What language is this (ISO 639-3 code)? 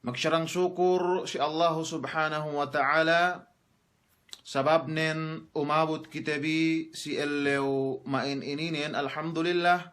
yka